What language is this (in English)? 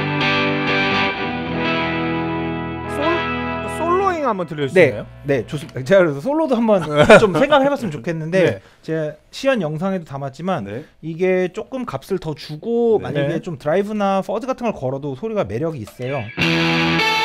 Korean